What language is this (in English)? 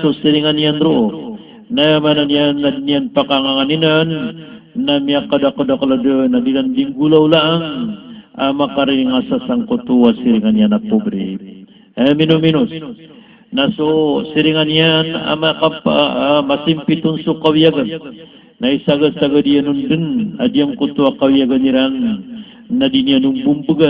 Maranao